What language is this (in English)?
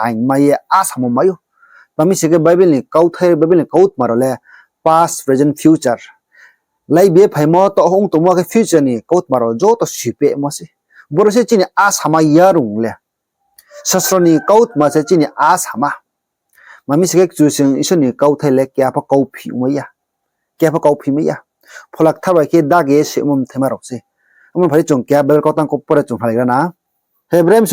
Riang (India)